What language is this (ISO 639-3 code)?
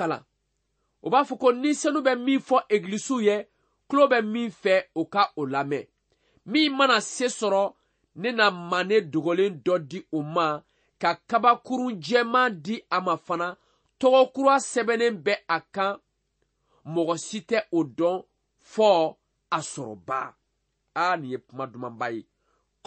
bam